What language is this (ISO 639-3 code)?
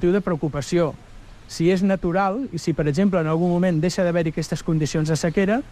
cat